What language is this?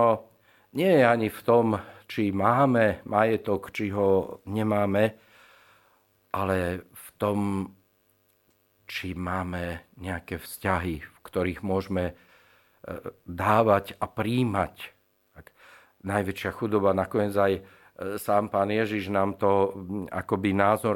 Slovak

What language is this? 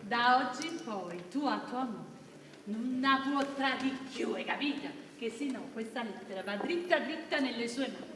Neapolitan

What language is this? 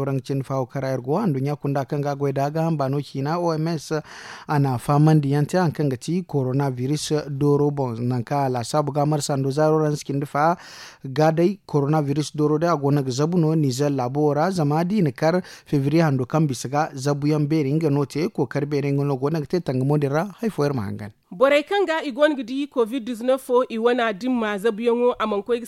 Zarma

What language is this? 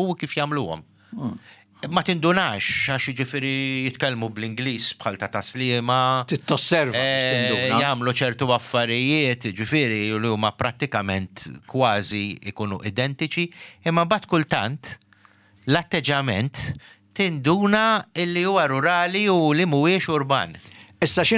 Maltese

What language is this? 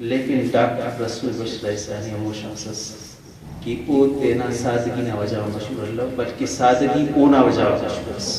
Brahui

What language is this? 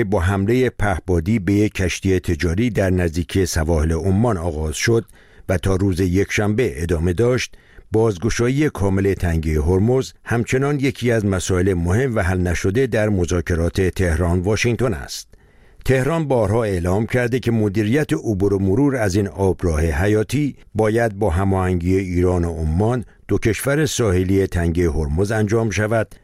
Persian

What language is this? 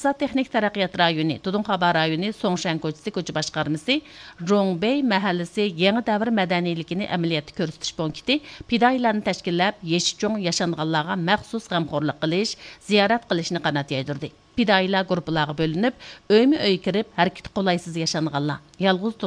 Uyghur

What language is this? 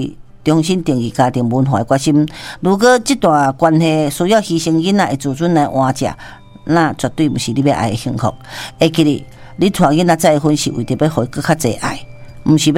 Min Nan Chinese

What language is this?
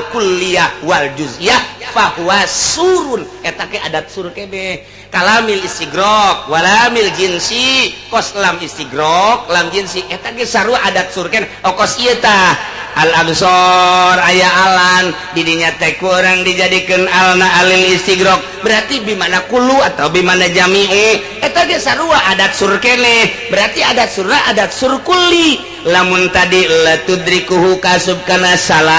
Sundanese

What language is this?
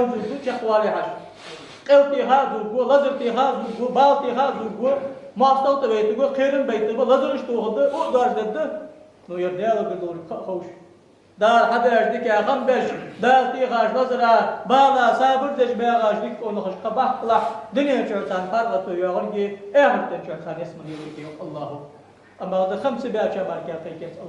Ingush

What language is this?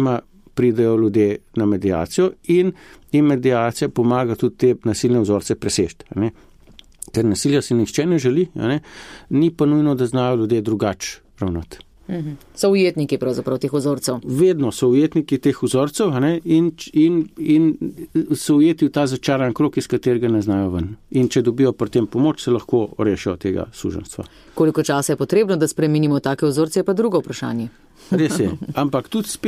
Slovenian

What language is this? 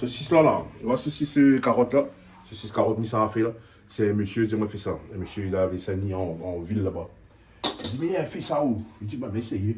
Réunion Creole French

